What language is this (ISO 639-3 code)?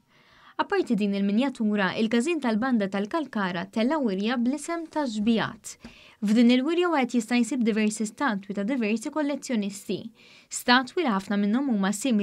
mlt